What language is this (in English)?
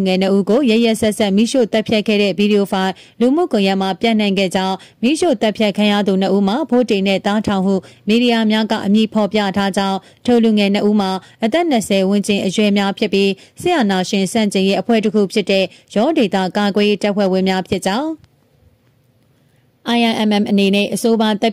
Burmese